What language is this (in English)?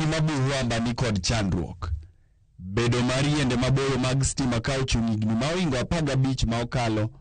Luo (Kenya and Tanzania)